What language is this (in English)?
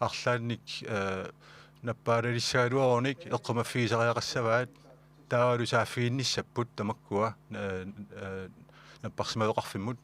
Kalaallisut